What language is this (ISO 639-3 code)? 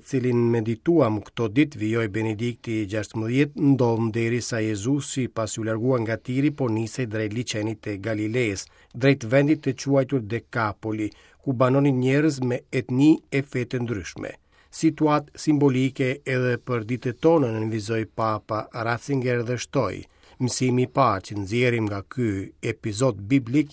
sqi